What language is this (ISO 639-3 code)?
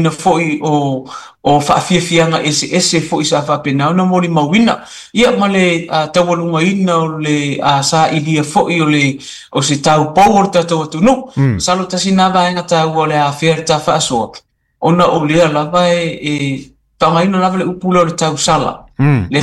smo